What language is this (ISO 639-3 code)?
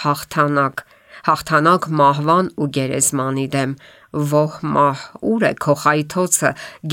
hye